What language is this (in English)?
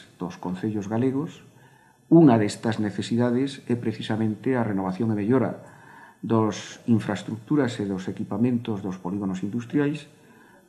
Galician